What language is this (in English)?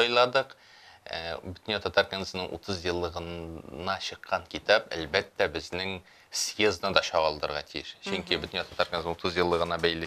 Tatar